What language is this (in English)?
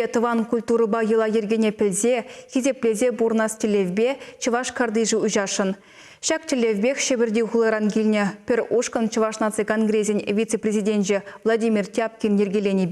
Chuvash